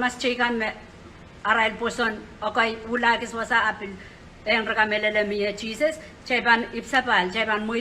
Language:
Pohnpeian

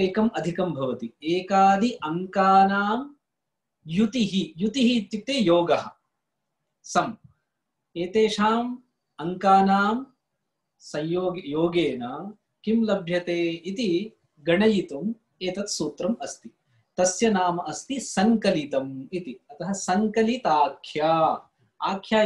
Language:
Sanskrit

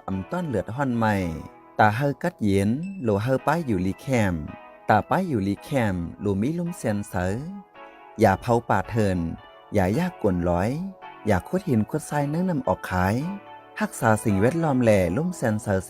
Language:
Shan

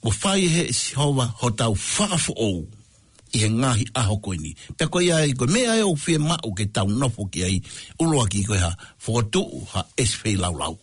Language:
Tongan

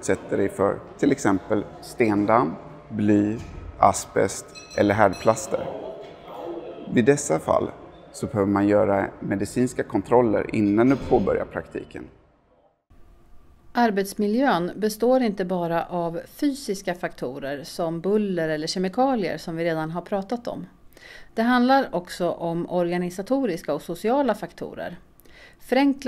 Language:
Swedish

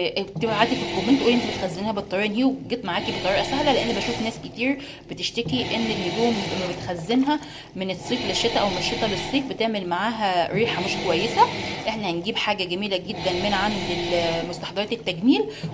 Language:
Egyptian Arabic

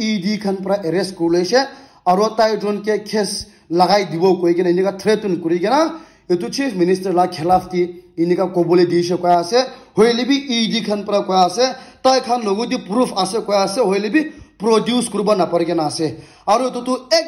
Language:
Naga Pidgin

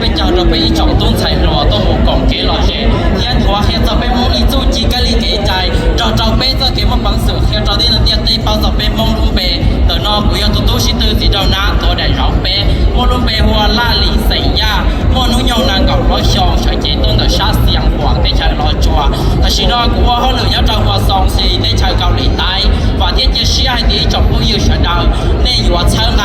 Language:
Hmong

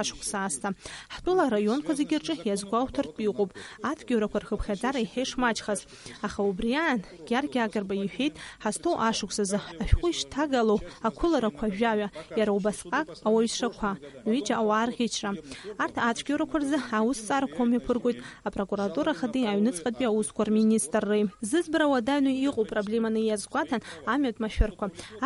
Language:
Abkhazian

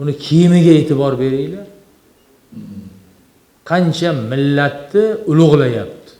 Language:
Uzbek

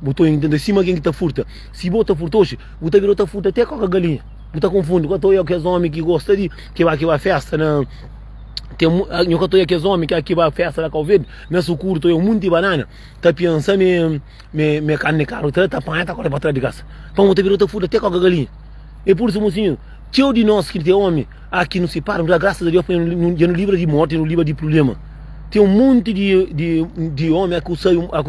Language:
Kabuverdianu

